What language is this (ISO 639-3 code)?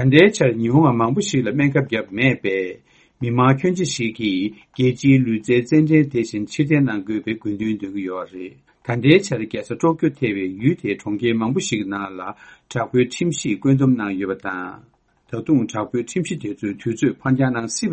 bod